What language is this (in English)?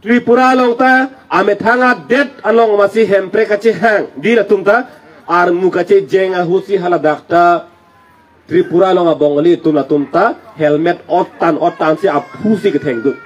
Karbi